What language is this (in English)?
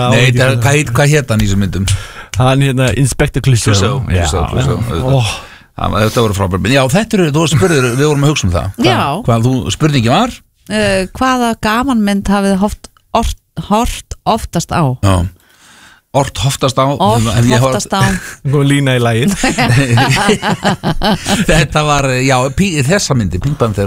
Icelandic